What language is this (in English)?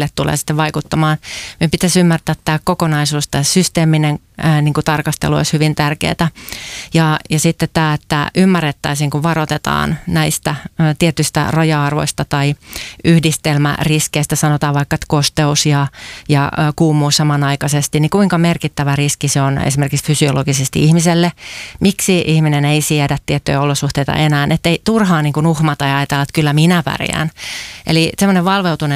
Finnish